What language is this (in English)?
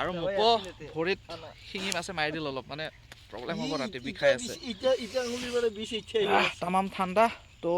Assamese